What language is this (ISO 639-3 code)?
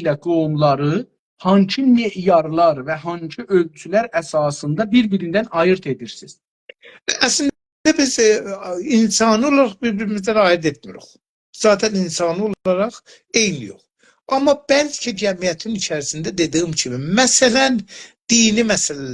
azb